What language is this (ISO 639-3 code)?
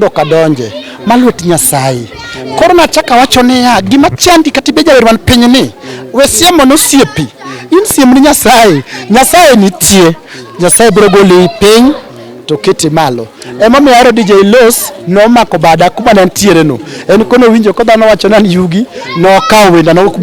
luo